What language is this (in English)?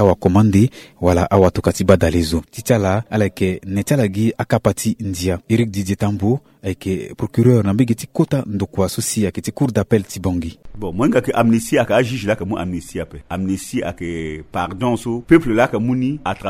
Sango